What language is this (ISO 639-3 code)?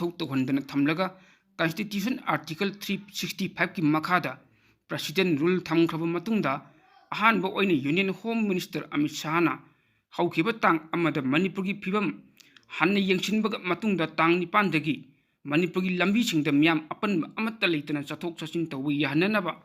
mni